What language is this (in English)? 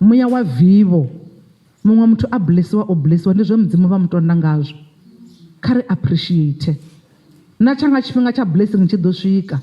Venda